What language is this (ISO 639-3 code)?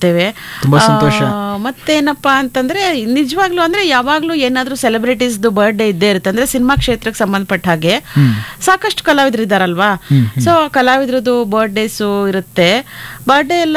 kan